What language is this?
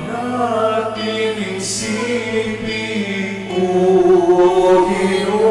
Pampanga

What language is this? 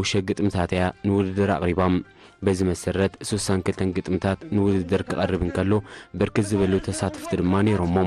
Tigrinya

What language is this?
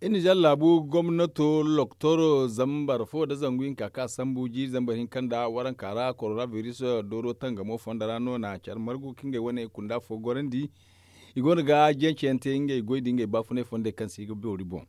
Zarma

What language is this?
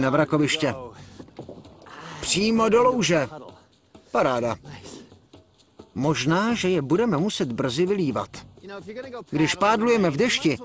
Czech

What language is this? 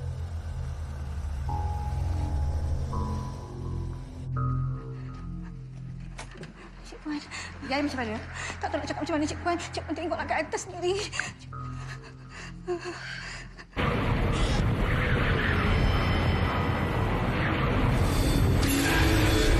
Malay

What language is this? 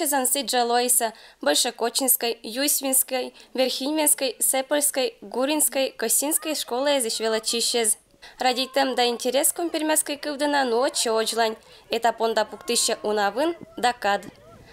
Komi-Permyak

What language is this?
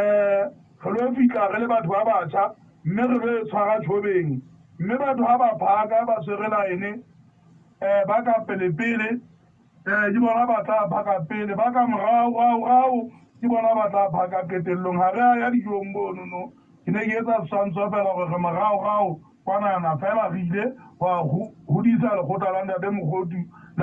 Southern Sotho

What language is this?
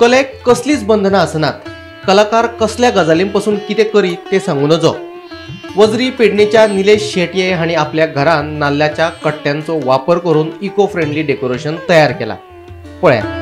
Konkani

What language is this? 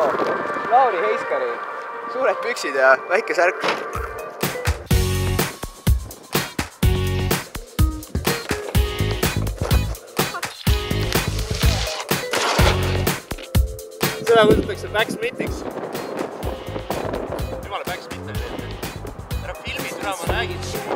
Estonian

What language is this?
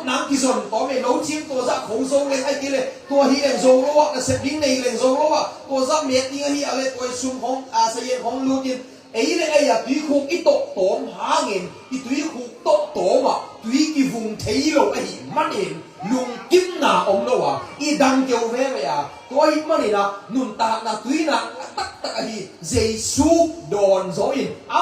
Tedim Chin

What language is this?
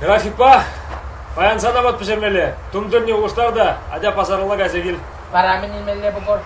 Chuvash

